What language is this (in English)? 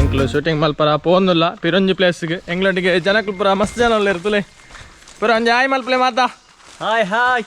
Tulu